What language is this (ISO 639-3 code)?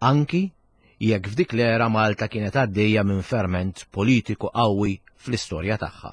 mlt